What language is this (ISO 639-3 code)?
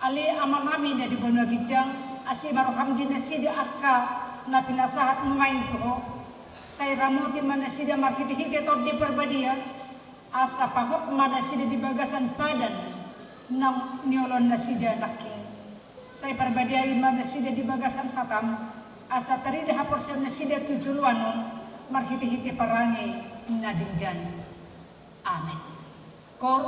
bbc